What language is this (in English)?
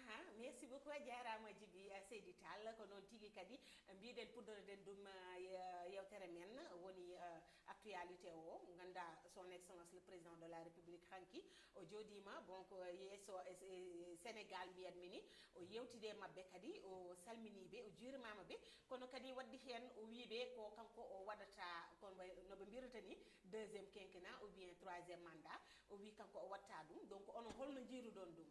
Fula